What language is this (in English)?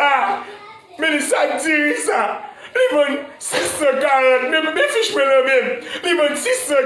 Haitian Creole